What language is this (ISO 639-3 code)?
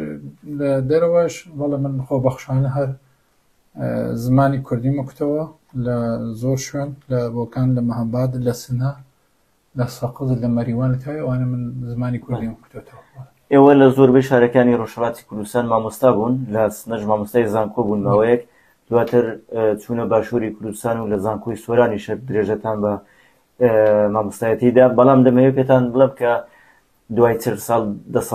ckb